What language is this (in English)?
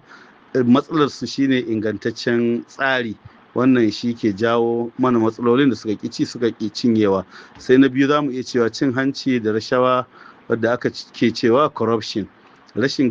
Hausa